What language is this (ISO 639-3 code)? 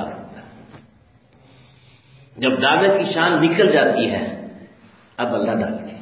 urd